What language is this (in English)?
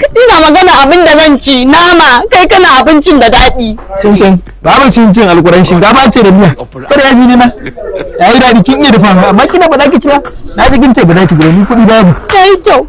Hausa